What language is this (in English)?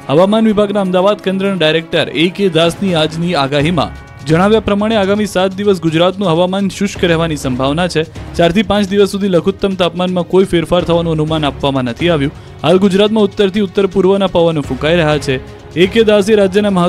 Gujarati